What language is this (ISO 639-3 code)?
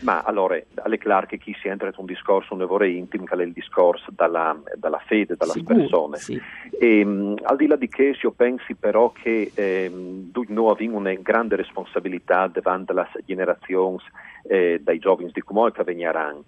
fur